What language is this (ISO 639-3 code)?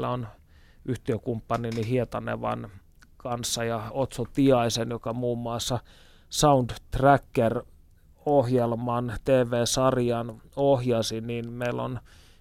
fin